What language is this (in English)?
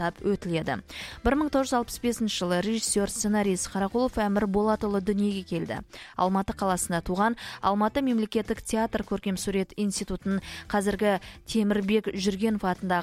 Kazakh